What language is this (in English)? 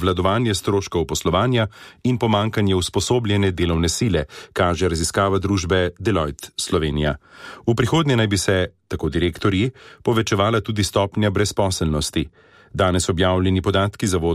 Slovenian